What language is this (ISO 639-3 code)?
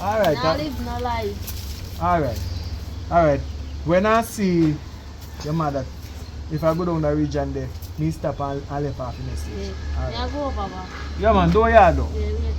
jam